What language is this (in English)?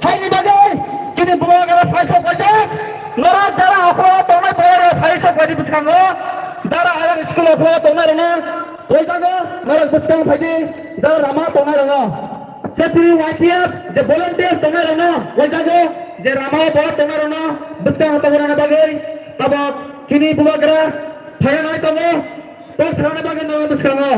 Kok Borok